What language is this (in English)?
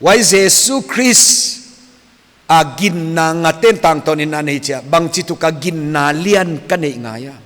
Paite Chin